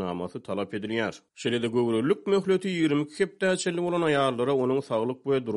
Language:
Turkmen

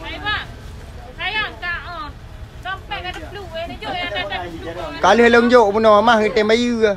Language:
Achinese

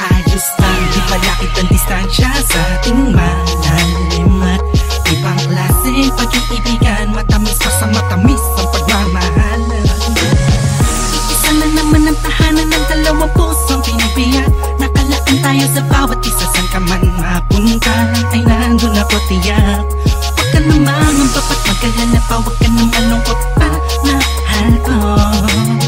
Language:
Filipino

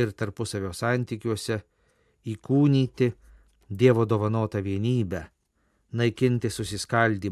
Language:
Lithuanian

